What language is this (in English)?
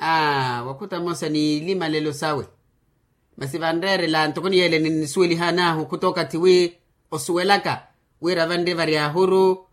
Makhuwa